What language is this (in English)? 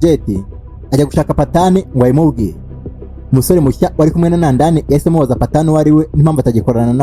Kinyarwanda